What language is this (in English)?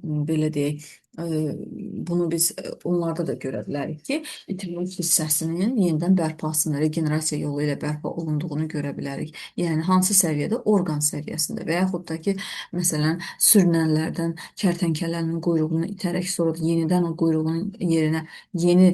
Azerbaijani